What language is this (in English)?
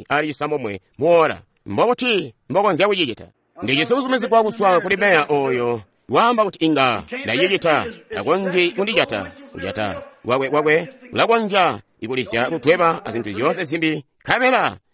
Tonga (Zambia)